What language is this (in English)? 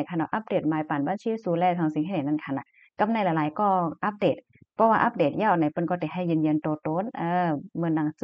Shan